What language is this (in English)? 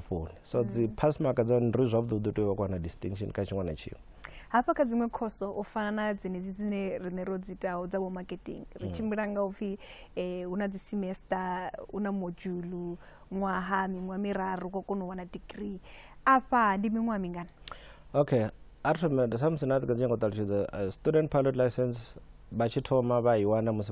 Venda